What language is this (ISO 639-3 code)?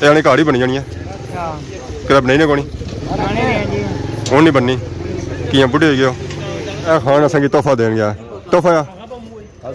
phr